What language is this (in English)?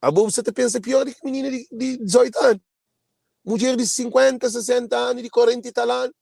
Kabuverdianu